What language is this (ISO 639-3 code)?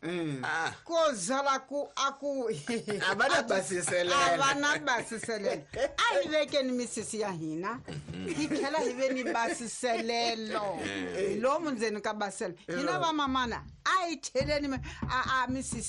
tso